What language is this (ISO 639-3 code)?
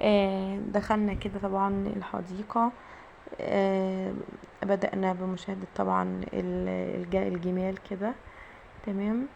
arz